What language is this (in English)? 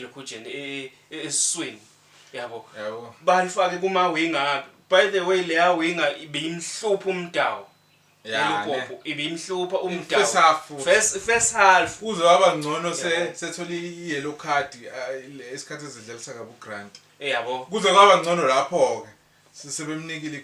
Zulu